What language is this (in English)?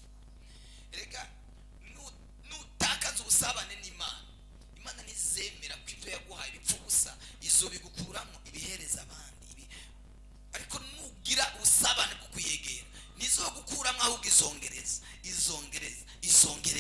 Rundi